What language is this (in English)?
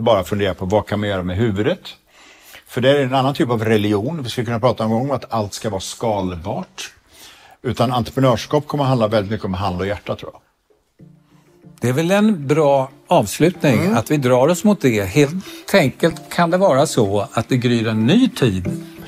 Swedish